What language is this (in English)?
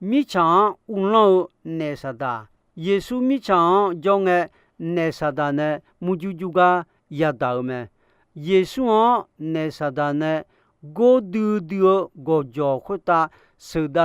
Akha